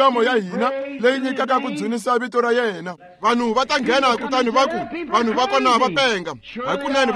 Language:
Tsonga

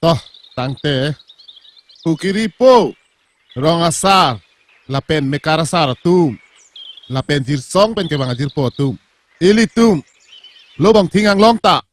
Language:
Karbi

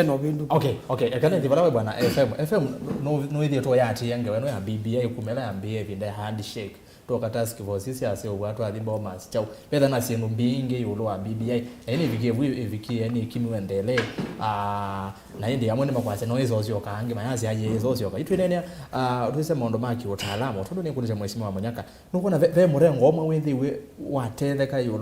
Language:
Kamba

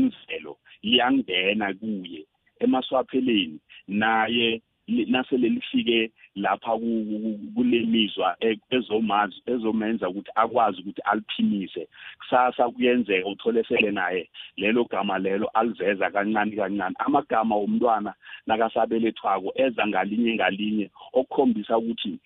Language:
South Ndebele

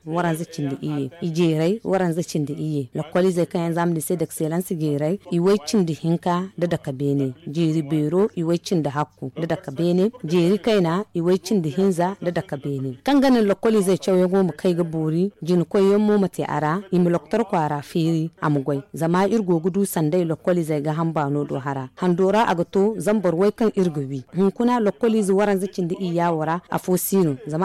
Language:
Zarma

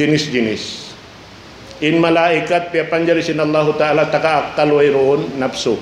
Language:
Tausug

